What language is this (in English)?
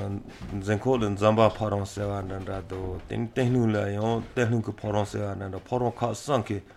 Malagasy